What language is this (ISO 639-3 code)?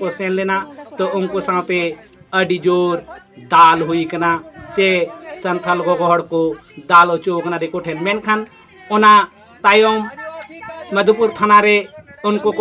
sat